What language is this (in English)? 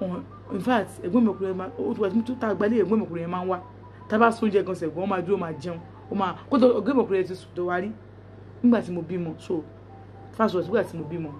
Yoruba